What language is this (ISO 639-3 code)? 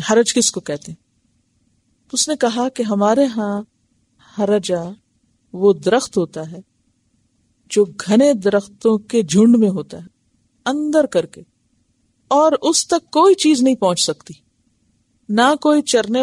urd